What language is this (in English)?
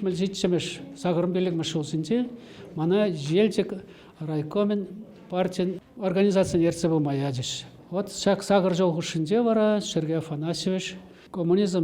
Chuvash